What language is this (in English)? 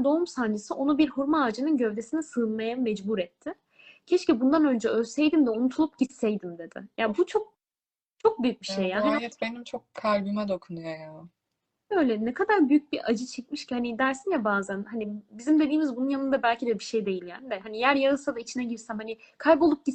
Turkish